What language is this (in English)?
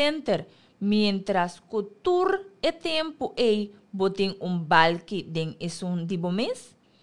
Papiamento